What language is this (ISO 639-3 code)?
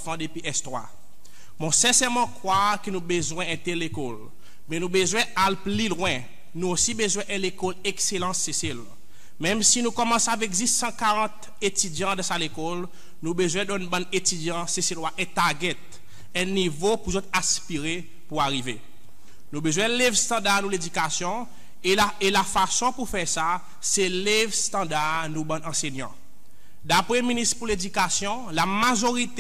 crs